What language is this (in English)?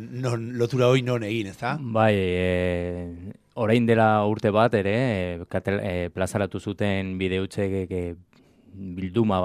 Basque